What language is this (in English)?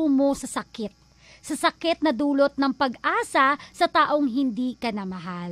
Filipino